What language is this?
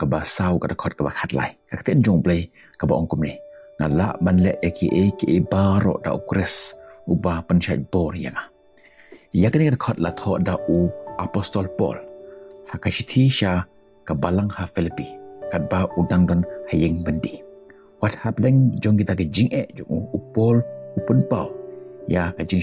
Khasi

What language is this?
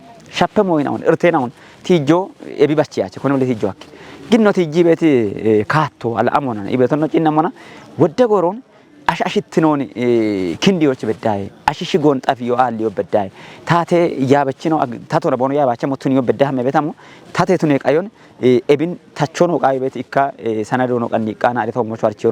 Kafa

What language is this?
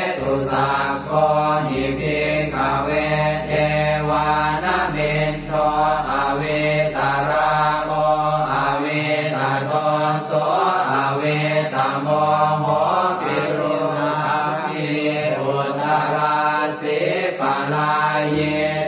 Pali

